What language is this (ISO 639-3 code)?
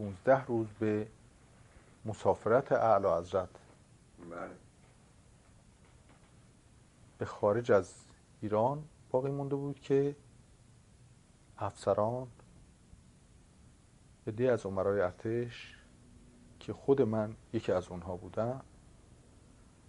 fas